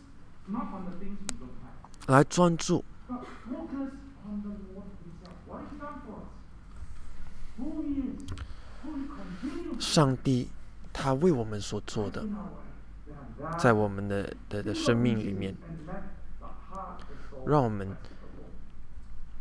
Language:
Chinese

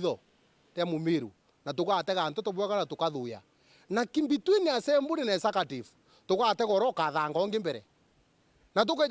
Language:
Meru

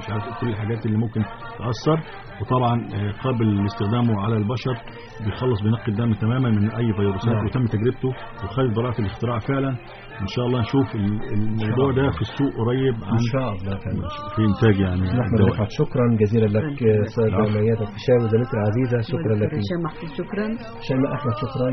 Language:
Egyptian Arabic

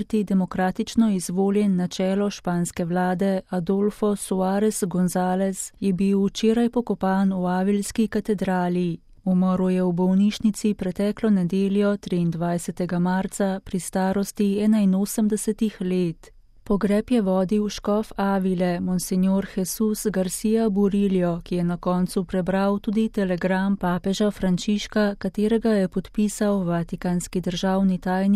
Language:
Slovenian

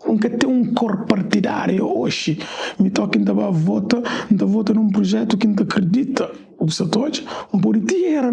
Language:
Kabuverdianu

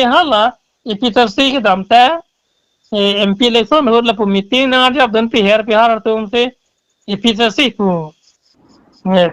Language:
Karbi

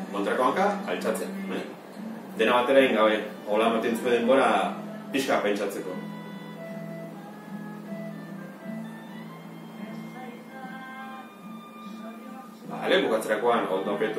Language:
Basque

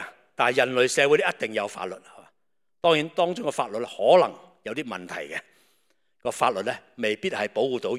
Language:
Cantonese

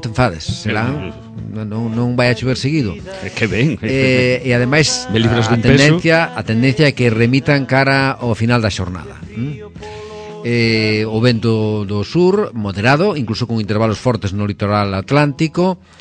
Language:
Galician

